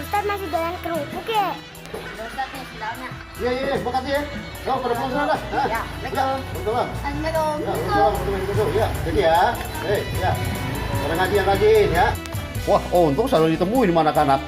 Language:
Betawi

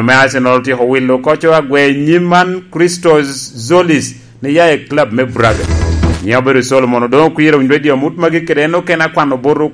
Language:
Lango (Uganda)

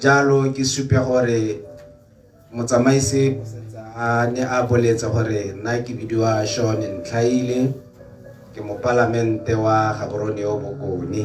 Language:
Tswana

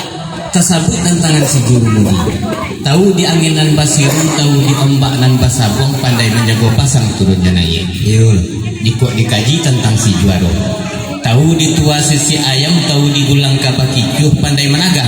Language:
Minangkabau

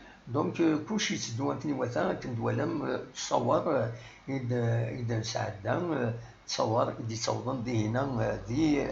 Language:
Kabyle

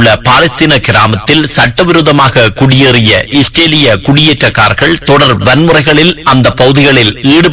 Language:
Tamil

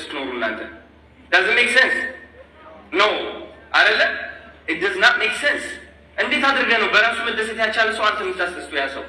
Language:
Amharic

